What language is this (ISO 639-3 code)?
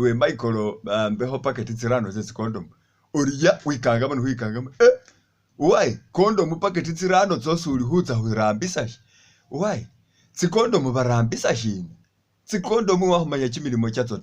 myx